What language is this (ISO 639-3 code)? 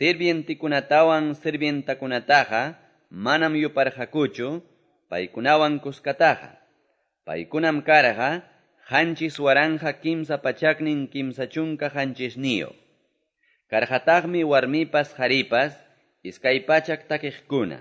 que